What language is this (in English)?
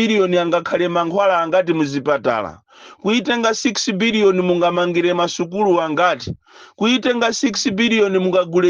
Nyanja